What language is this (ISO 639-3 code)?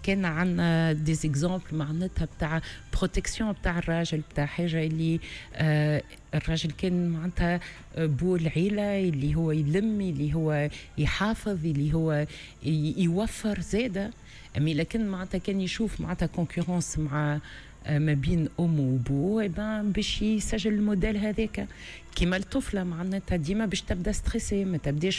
aeb